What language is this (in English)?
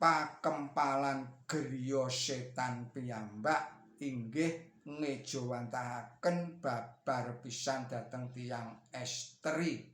Javanese